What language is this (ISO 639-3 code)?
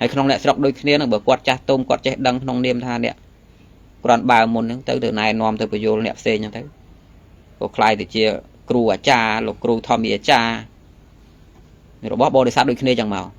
khm